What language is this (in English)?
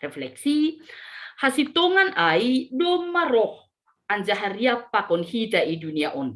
Batak Simalungun